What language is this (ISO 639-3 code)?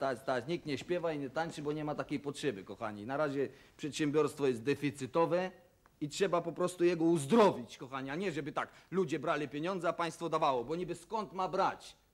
pol